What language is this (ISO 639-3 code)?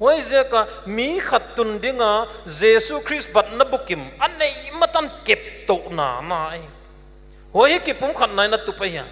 pck